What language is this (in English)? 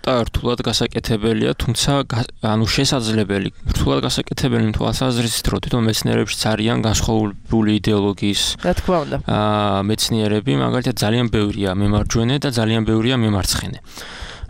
Georgian